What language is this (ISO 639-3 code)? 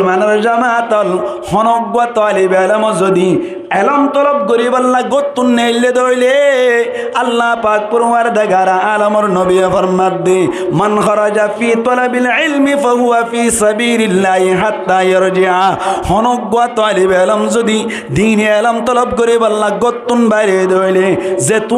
rhg